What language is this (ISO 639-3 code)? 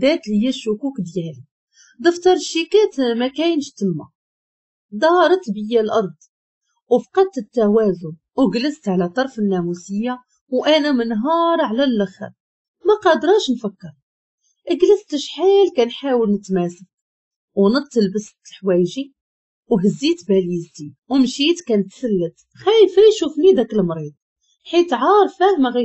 ary